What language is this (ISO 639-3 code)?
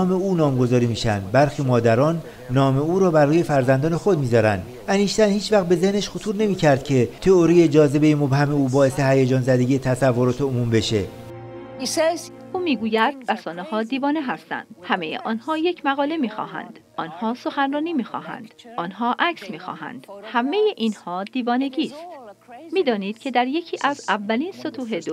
fas